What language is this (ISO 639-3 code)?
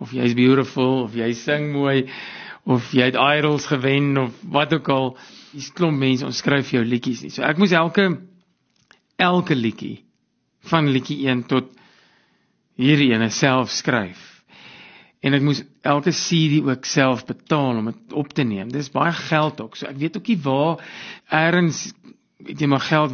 afr